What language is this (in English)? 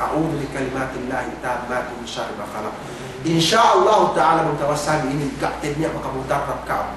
Yakan